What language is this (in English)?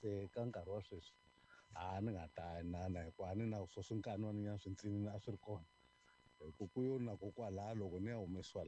Tsonga